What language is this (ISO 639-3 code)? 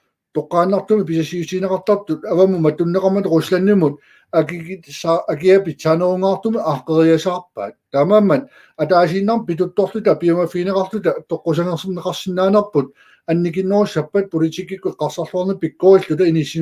kal